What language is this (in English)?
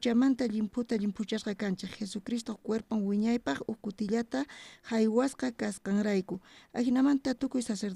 South Bolivian Quechua